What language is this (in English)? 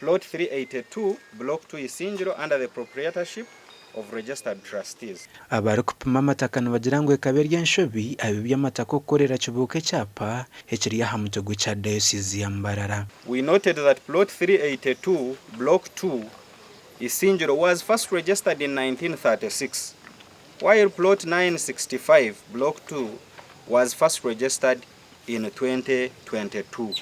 Nyankole